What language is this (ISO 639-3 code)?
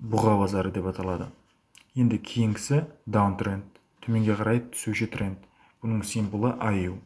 kaa